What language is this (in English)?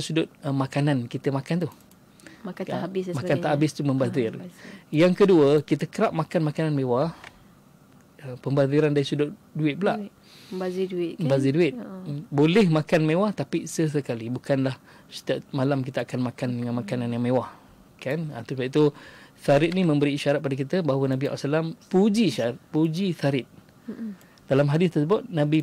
Malay